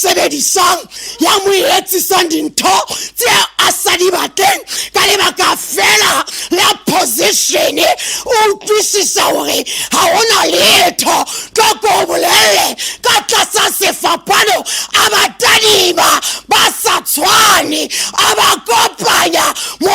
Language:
Southern Sotho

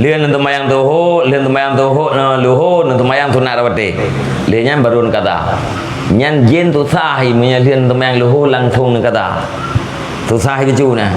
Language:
Achinese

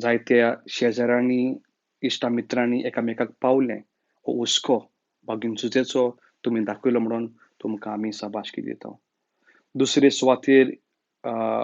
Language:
Konkani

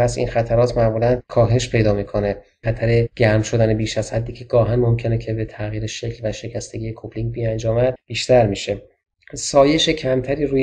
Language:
Persian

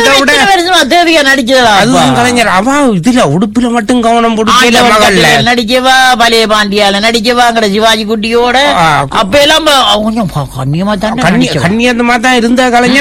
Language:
Tamil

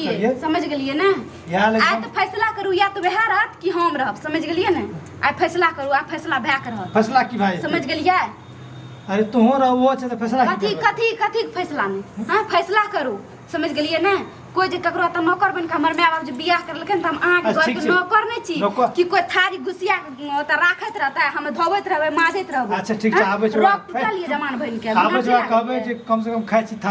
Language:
Maithili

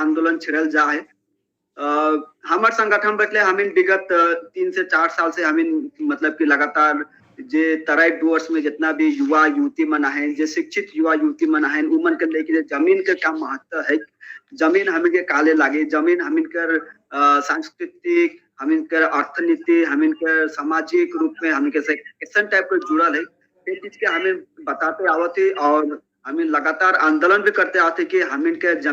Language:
Sadri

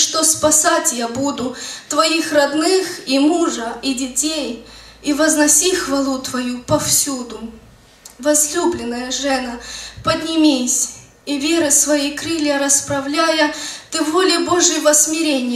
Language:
Russian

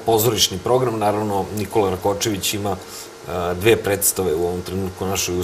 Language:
Serbian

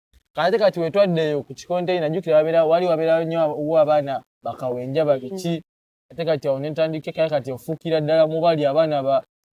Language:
Ganda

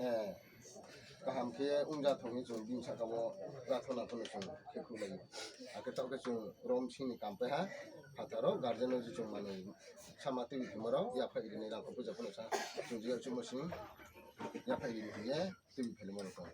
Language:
Riang (India)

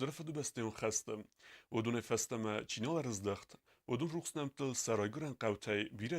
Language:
Ossetic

